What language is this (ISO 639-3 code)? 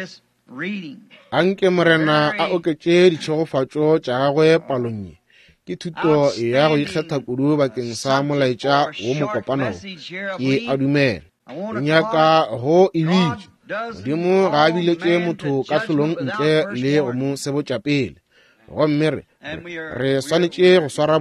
nso